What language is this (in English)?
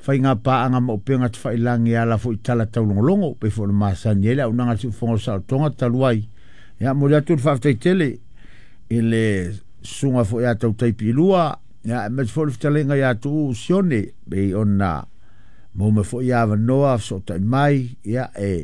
Samoan